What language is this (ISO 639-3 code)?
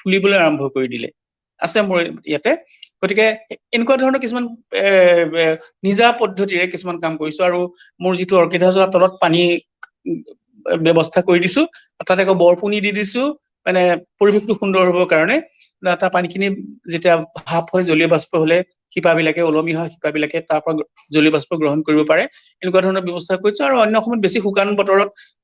asm